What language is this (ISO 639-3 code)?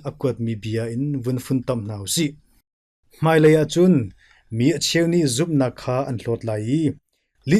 cnh